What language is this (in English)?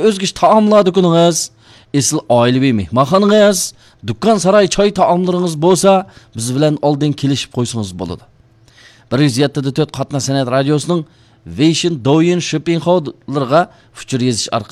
Uyghur